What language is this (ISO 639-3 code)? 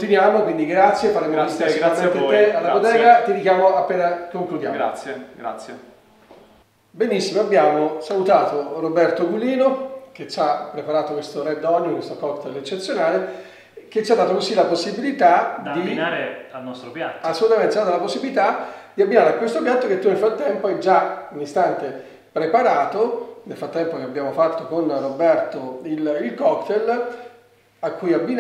ita